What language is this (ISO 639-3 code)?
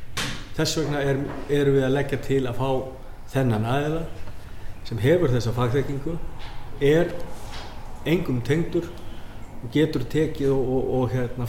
isl